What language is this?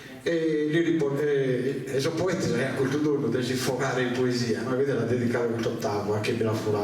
Sardinian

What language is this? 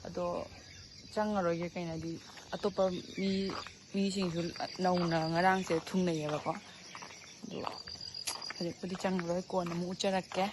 Manipuri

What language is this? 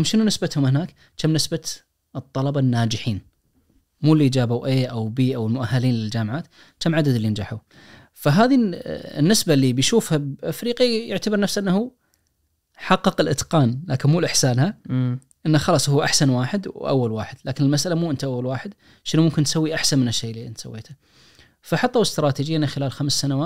Najdi Arabic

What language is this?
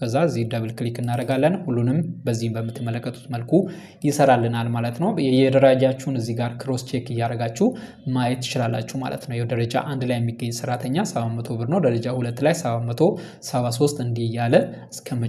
Amharic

